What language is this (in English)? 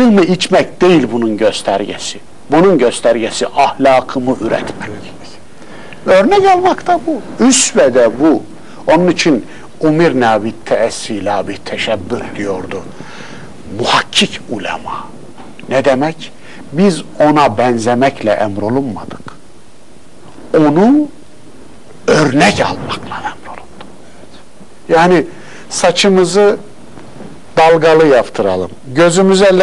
Turkish